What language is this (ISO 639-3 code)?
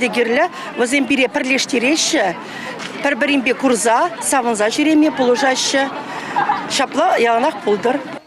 chv